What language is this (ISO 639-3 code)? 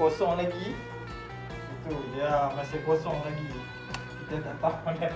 msa